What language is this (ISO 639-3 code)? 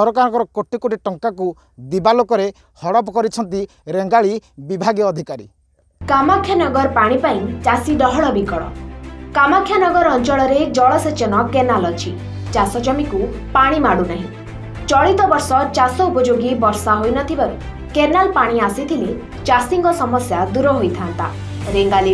ori